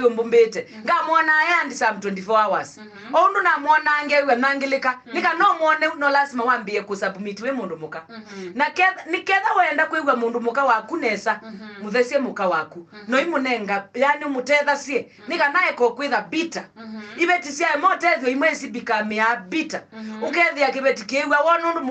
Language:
Kamba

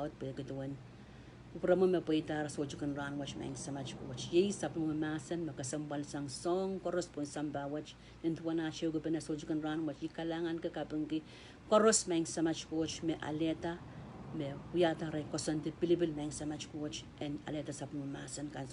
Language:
Pohnpeian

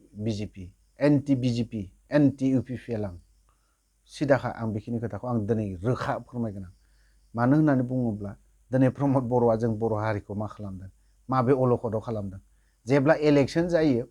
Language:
Bodo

